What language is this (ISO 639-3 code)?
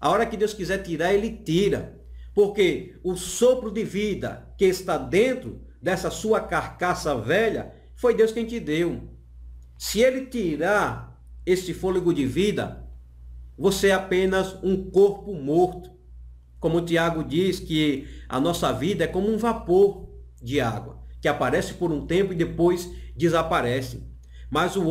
por